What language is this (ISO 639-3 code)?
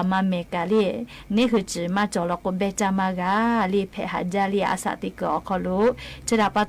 lhu